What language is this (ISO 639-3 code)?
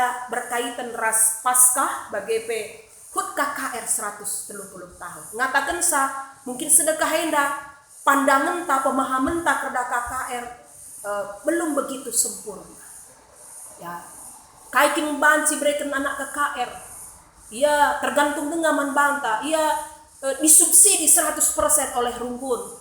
btx